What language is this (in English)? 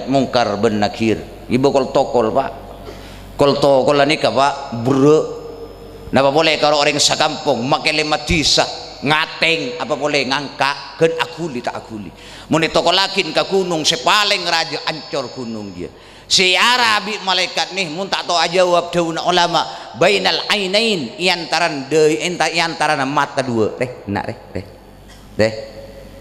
Madurese